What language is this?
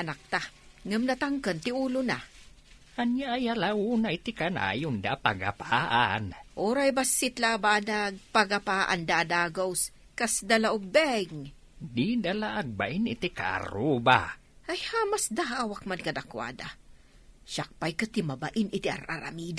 Iloko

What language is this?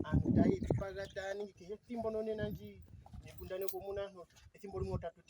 Ndonga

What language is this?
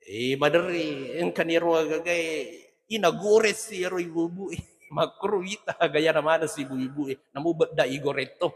Buginese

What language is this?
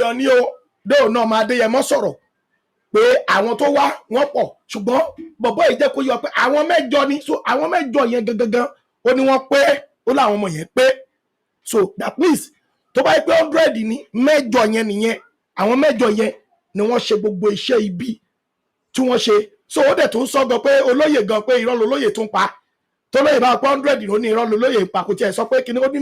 Yoruba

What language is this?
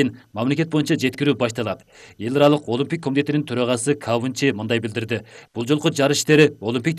Kyrgyz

